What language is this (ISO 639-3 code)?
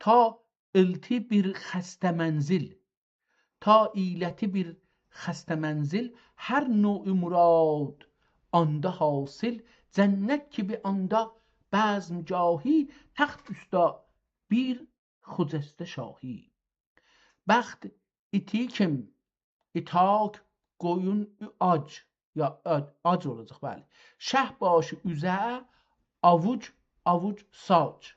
azb